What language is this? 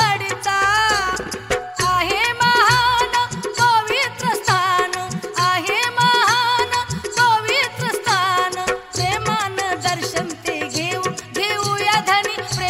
Marathi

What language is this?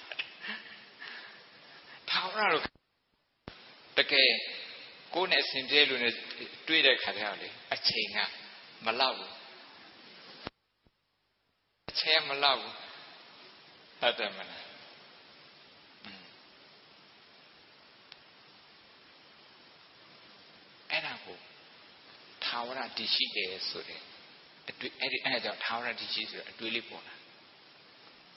Burmese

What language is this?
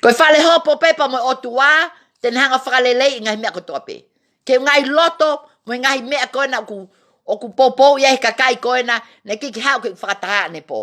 Tongan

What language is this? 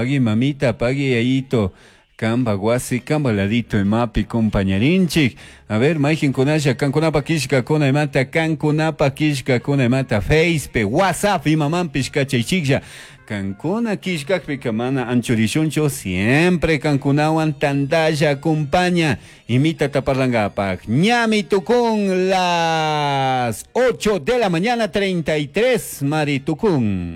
Chimborazo Highland Quichua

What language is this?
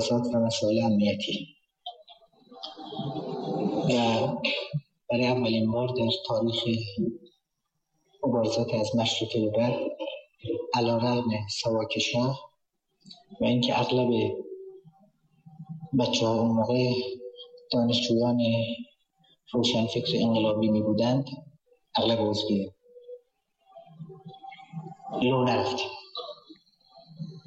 Persian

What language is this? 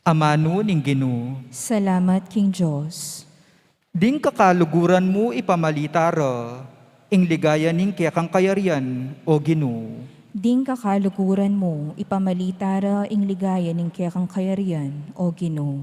Pampanga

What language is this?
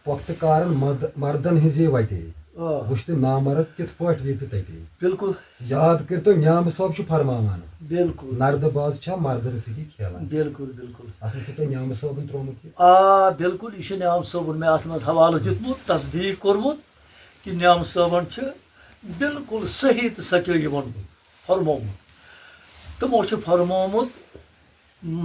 Kashmiri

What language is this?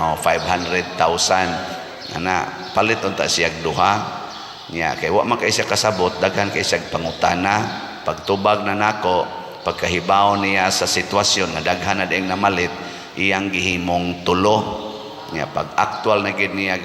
Cebuano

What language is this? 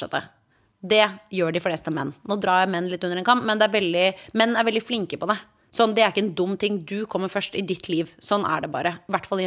Norwegian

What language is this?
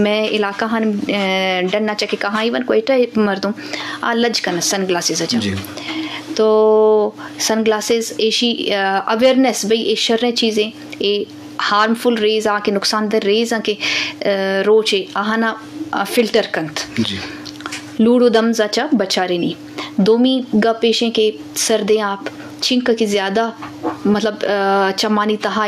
Eastern Balochi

